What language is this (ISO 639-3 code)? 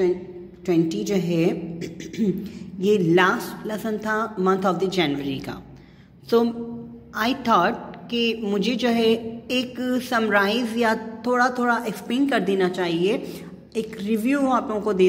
hin